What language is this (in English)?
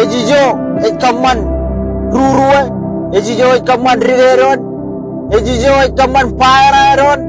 Marshallese